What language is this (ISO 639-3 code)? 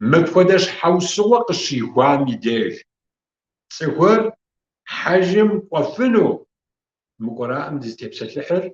kbd